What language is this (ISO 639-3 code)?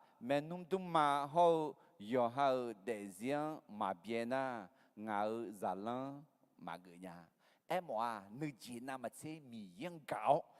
ahk